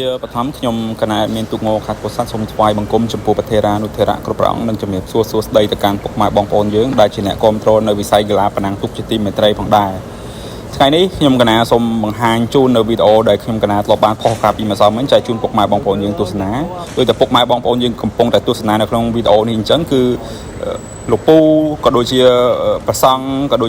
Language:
Khmer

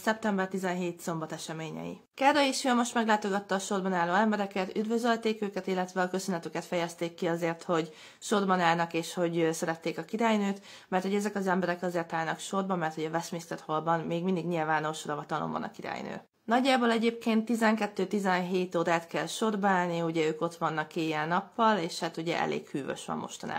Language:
Hungarian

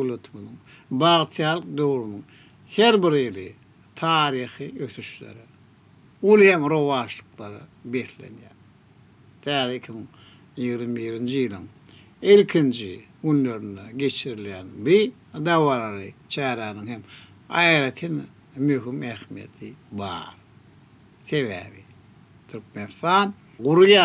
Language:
Turkmen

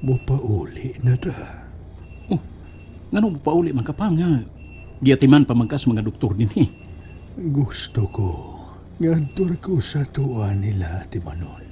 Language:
Cebuano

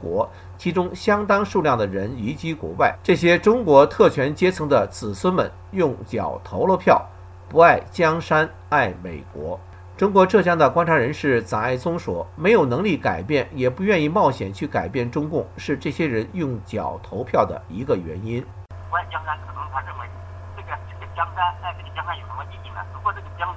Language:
Chinese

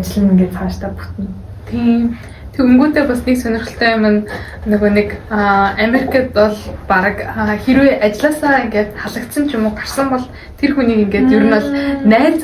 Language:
Mongolian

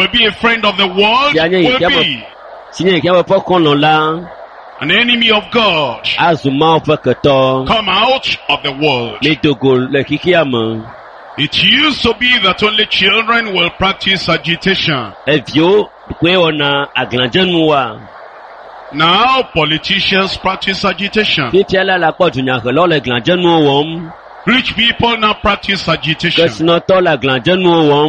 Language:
Ewe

